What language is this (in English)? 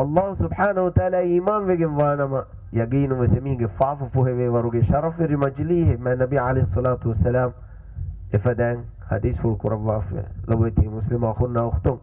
Divehi